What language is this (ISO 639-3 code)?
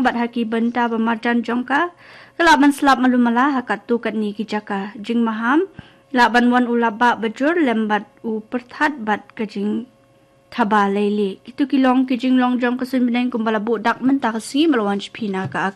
kha